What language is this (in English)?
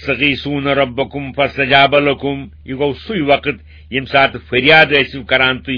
Kashmiri